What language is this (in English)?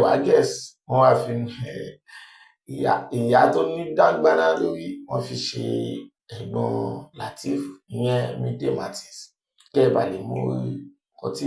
Yoruba